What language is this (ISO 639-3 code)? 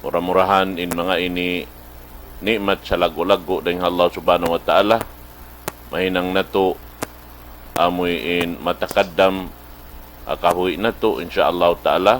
tsg